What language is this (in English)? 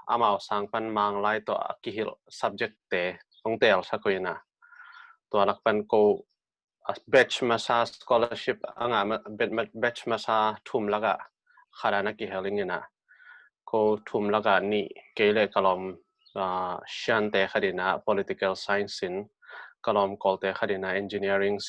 Tedim Chin